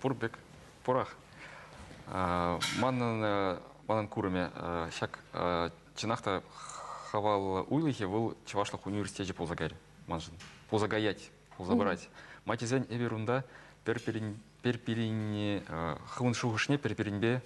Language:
Chuvash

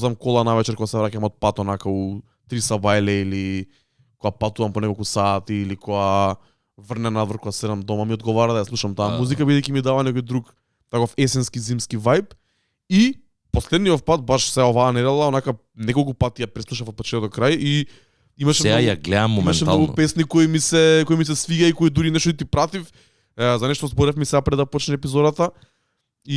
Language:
Macedonian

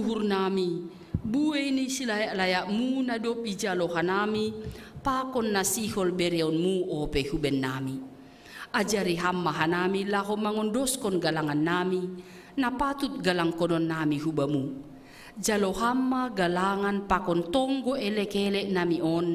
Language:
Batak Simalungun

